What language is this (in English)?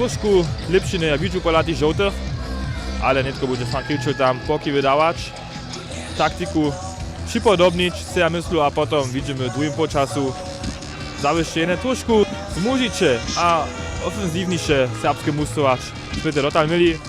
Upper Sorbian